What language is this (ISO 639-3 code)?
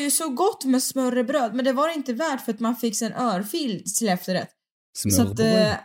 swe